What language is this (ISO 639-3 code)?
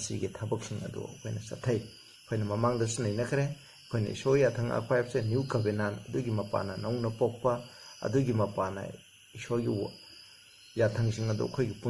mni